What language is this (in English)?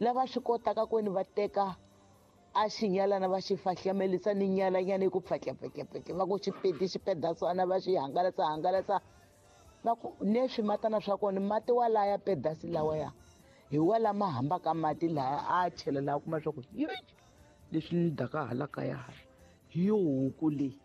Tsonga